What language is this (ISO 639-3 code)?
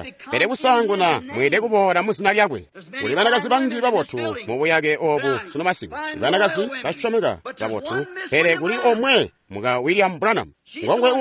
toi